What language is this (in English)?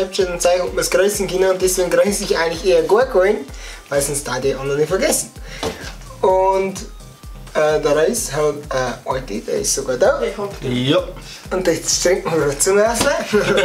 Bavarian